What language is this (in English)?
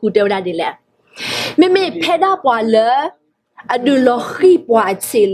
S'gaw Karen